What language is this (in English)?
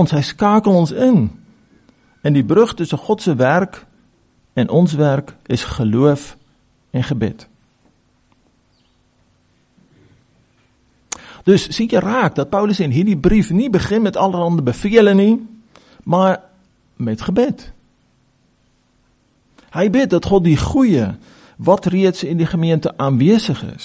Afrikaans